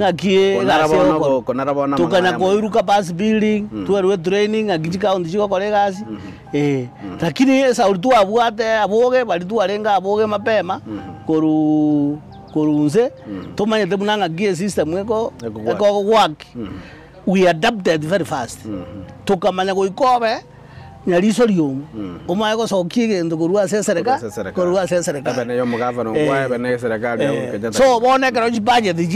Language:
Gusii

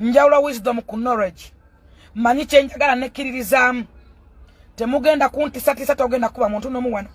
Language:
Ganda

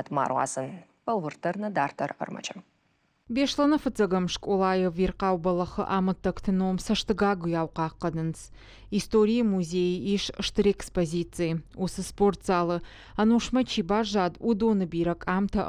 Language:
Ossetic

